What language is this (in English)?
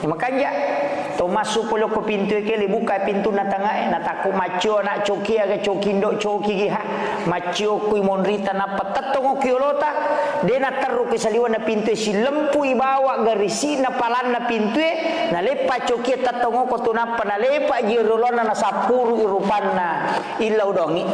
Buginese